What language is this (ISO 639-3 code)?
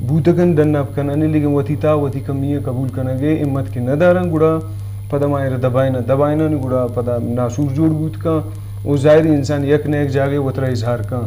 bgp